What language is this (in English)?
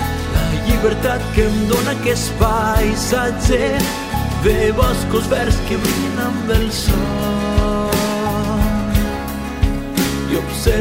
Catalan